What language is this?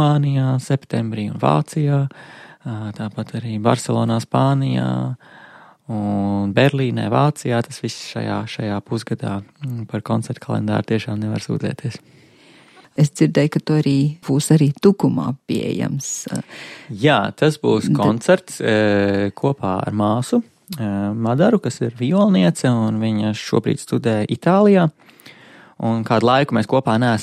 Latvian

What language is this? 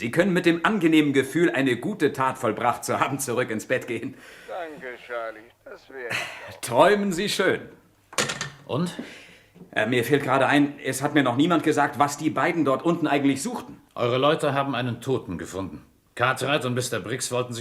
Swiss German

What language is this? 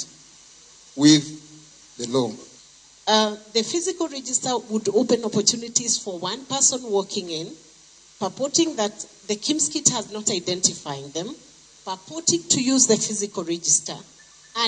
Kikuyu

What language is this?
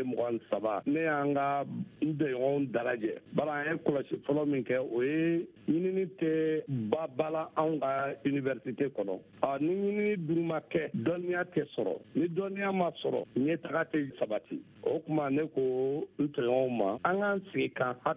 Bambara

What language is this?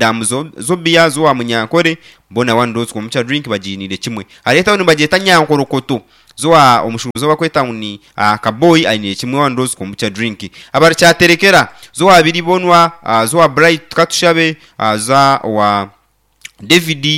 Nyankole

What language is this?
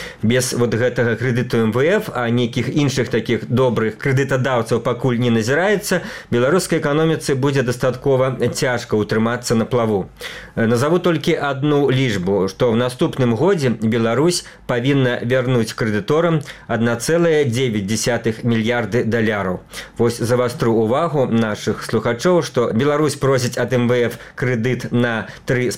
Belarusian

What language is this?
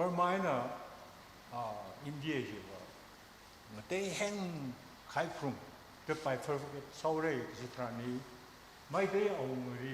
Tangkhul Naga (India)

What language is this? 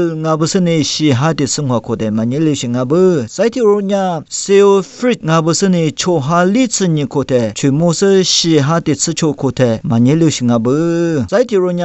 Lisu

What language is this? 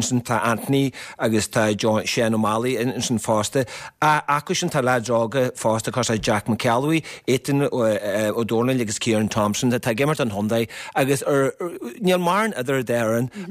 Irish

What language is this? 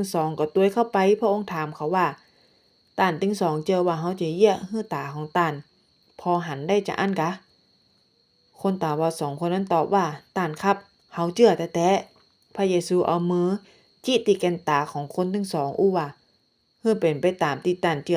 Northern Thai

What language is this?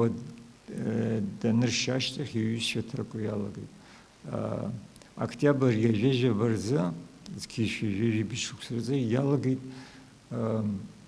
Abkhazian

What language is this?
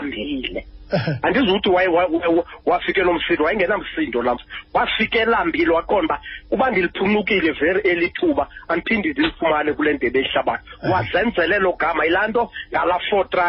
Xhosa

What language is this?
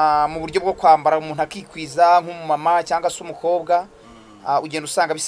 Kinyarwanda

